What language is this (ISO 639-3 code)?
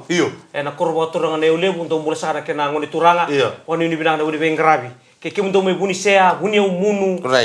fij